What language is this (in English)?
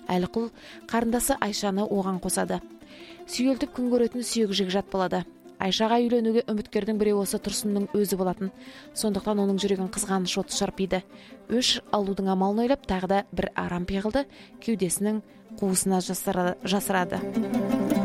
Kazakh